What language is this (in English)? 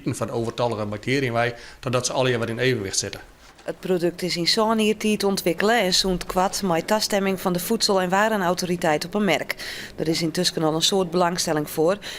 Western Frisian